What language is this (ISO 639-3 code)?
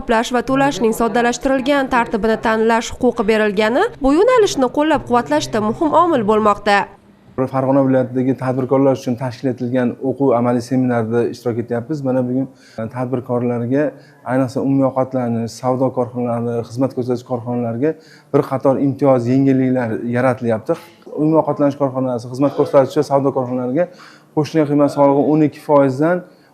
uzb